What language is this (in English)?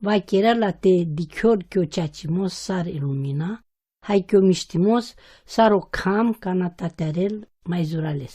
Romany